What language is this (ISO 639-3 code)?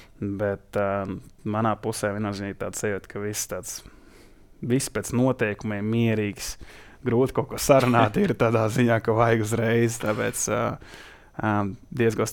lav